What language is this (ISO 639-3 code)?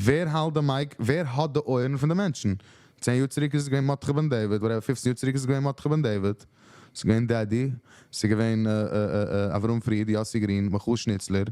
yid